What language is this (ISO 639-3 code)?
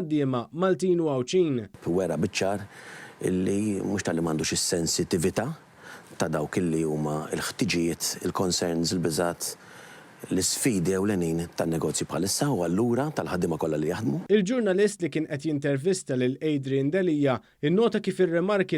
mlt